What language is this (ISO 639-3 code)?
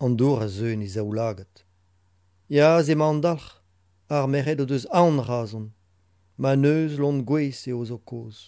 bre